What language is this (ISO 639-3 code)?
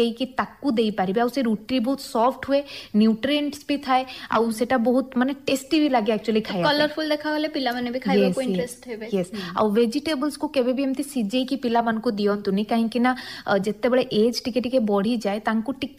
ori